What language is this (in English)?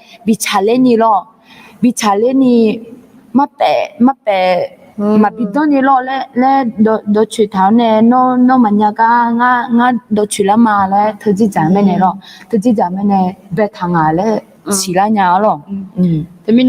Akha